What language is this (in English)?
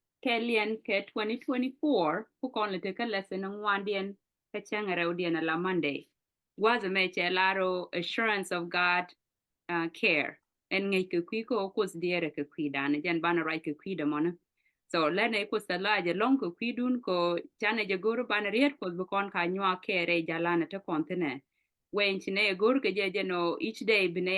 Nuer